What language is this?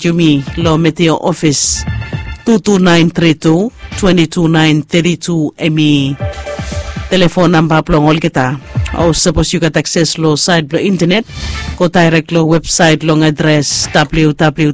Bislama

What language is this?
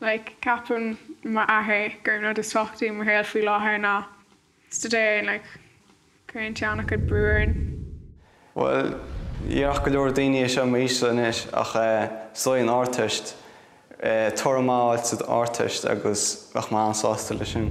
Irish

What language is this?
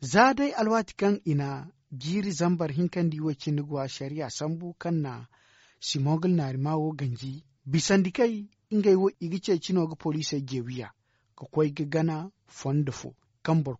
Zarma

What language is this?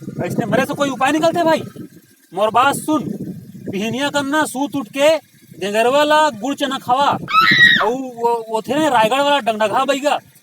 Chhattisgarhi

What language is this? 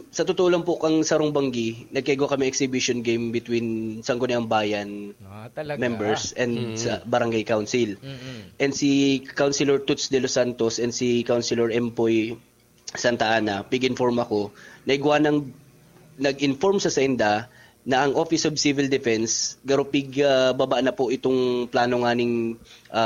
Bikol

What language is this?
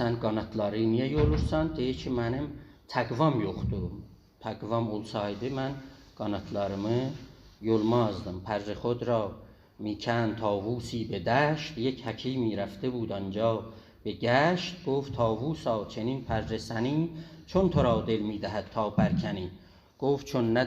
South Azerbaijani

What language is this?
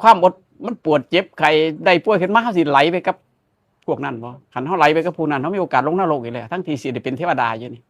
Northeastern Thai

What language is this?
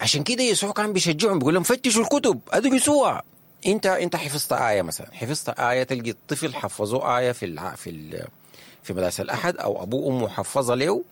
Sudanese Arabic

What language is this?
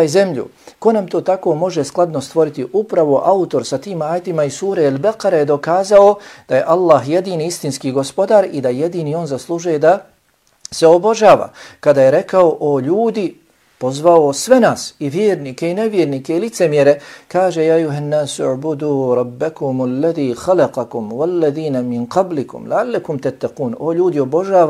Bosnian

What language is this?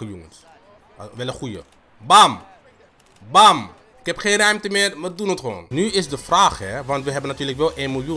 Dutch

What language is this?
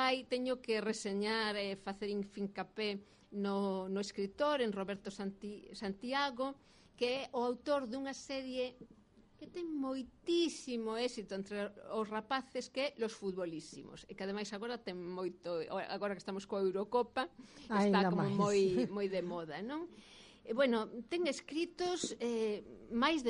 Galician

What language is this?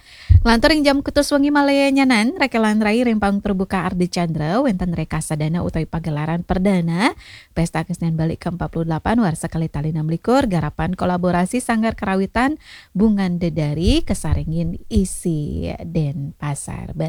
Balinese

